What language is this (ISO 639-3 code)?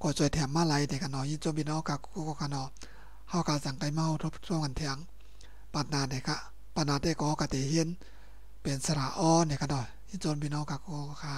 shn